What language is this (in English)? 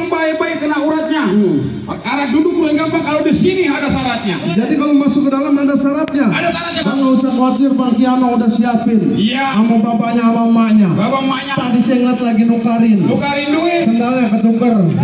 Betawi